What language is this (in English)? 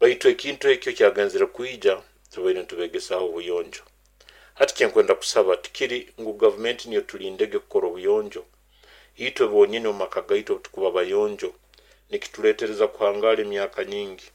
Nyoro